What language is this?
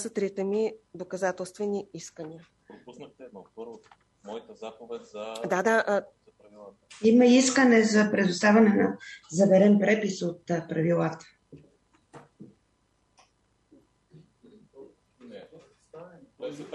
Bulgarian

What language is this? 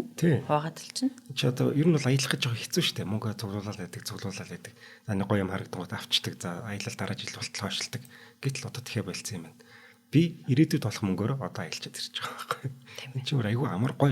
Mongolian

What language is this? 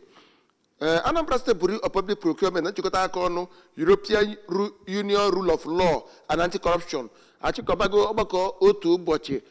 Igbo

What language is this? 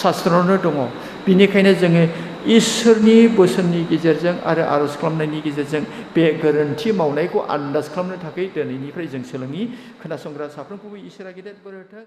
Bodo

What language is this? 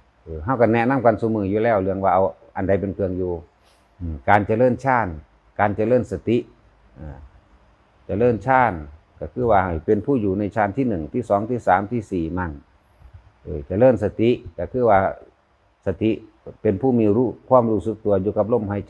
Northeastern Thai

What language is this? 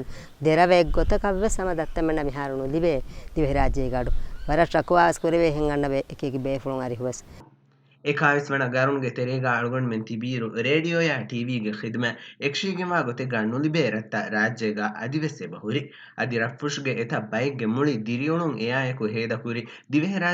Divehi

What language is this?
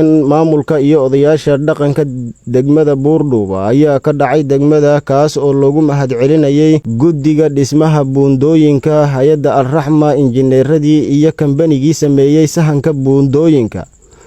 Somali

